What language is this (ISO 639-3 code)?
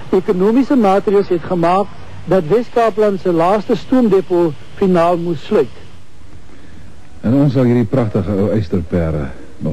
afr